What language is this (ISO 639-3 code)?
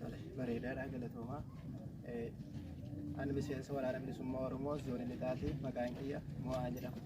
orm